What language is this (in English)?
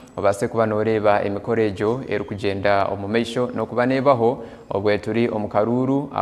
Nyankole